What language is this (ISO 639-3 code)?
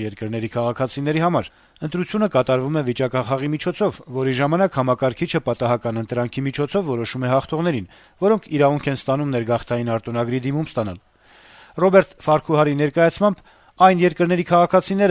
hye